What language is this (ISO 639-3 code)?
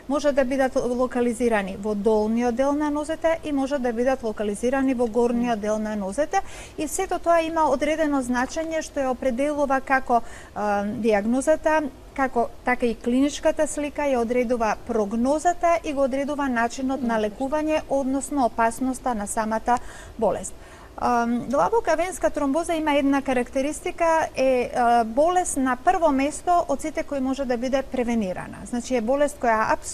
mkd